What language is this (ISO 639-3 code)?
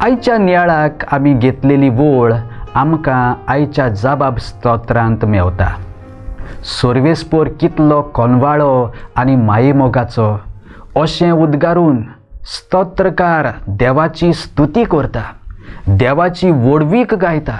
kok